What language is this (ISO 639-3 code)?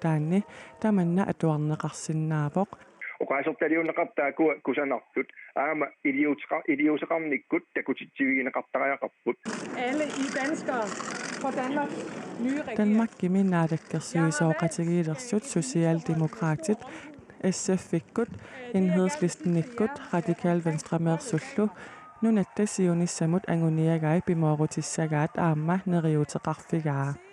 kal